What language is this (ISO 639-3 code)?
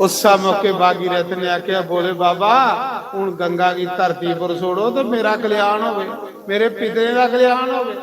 doi